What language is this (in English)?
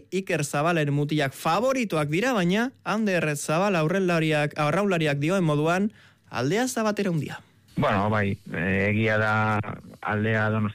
Basque